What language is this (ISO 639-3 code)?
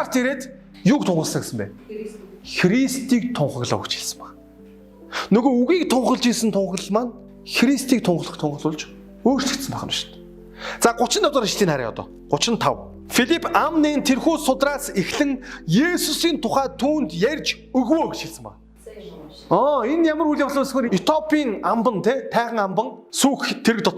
mon